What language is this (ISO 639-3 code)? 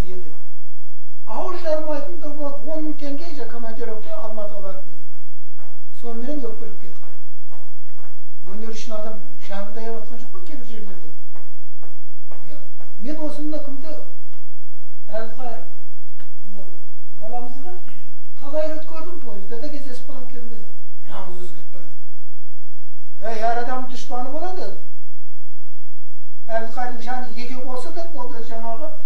kaz